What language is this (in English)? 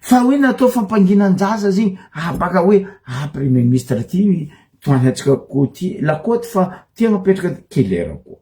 Malagasy